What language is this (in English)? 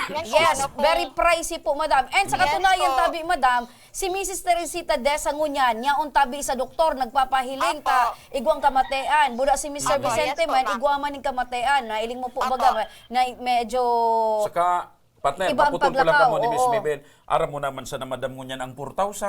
Bikol